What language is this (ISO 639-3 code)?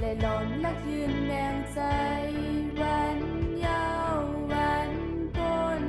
shn